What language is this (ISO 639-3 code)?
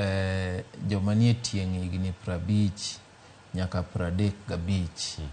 luo